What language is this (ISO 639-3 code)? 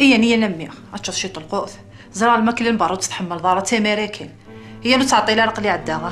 kab